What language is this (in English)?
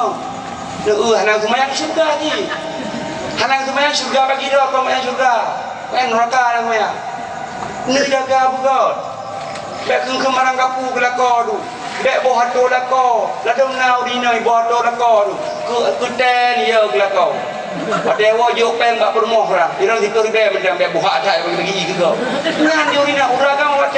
Achinese